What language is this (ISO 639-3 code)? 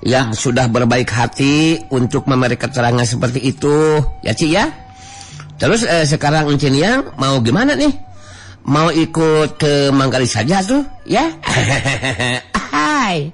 sun